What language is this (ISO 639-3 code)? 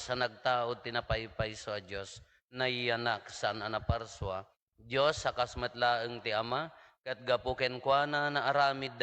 ilo